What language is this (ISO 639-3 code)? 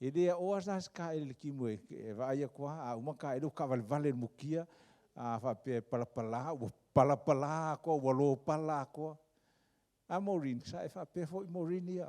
smo